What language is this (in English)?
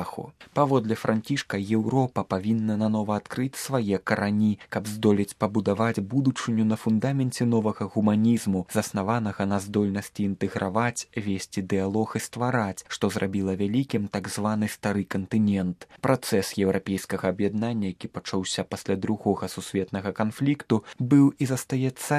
Belarusian